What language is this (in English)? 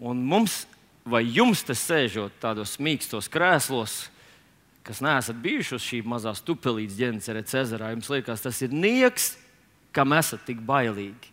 Latvian